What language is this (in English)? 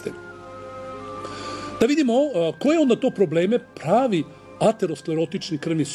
Serbian